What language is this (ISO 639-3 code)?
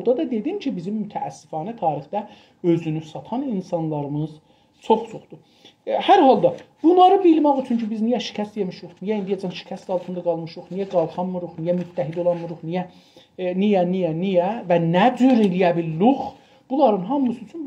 azb